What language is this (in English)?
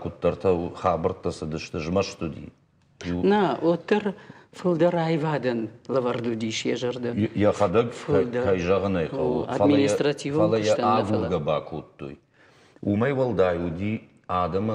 Ossetic